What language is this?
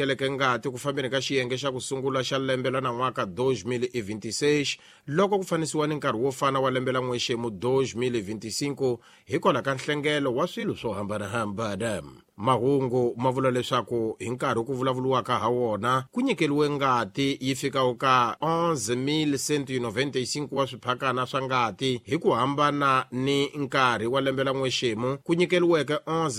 Tsonga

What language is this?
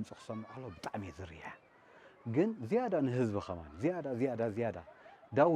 Tigrinya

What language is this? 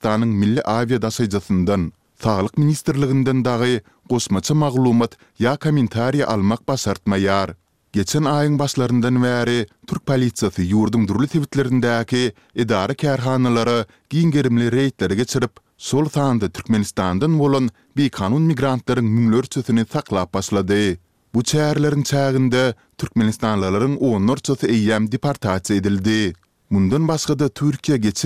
Turkmen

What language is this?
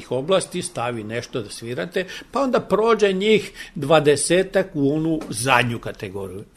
Serbian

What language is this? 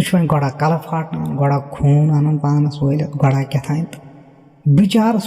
Kashmiri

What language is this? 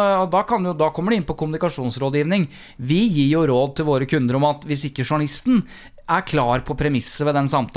Norwegian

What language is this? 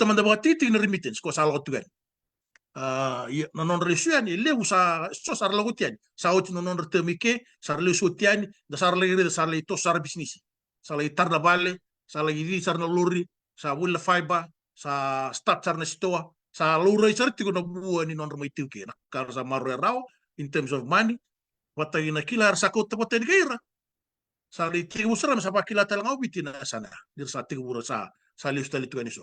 Fijian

